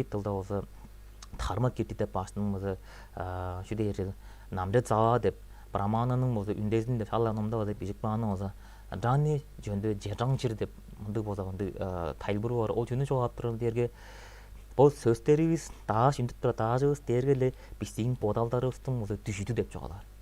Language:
Tuvinian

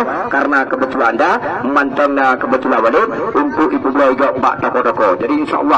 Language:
Achinese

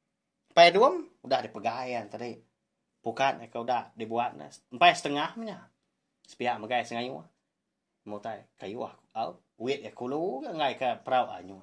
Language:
Iban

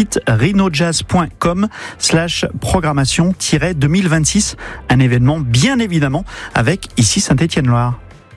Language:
French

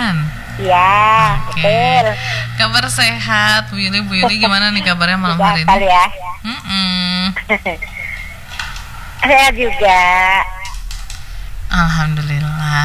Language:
Indonesian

